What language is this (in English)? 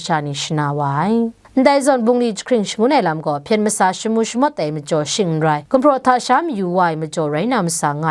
Kachin